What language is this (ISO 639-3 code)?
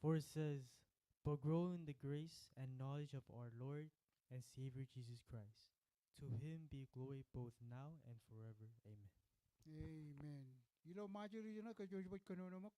mah